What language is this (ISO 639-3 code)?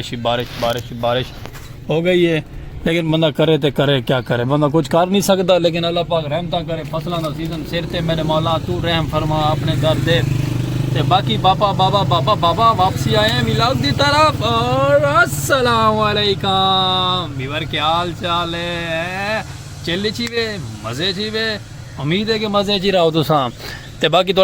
skr